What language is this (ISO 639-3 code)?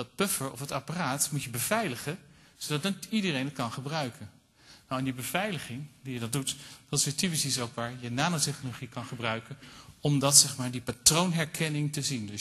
nld